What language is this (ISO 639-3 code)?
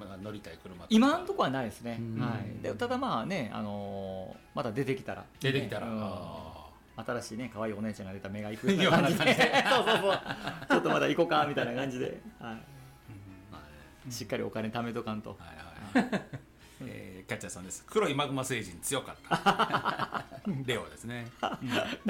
jpn